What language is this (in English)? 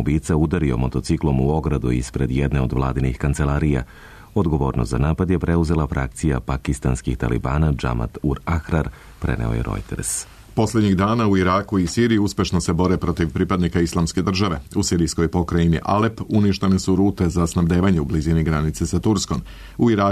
Serbian